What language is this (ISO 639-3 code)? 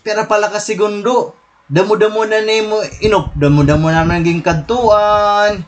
war